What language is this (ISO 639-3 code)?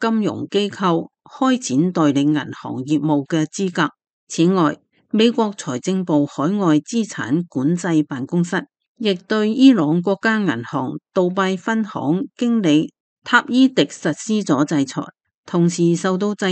yue